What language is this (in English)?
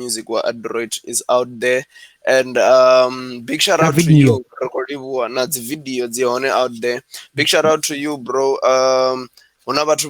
Venda